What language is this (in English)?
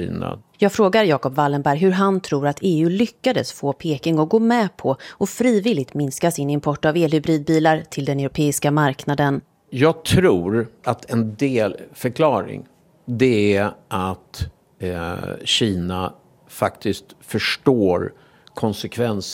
Swedish